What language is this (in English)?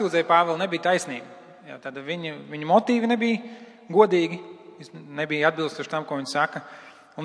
Latvian